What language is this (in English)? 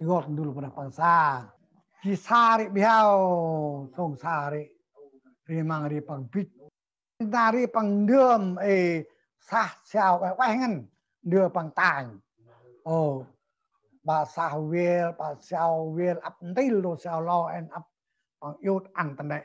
Central Mnong